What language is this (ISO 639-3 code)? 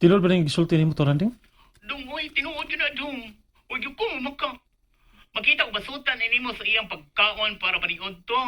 ceb